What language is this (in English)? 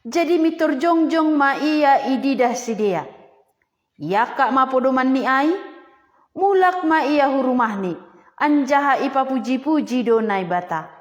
Batak Simalungun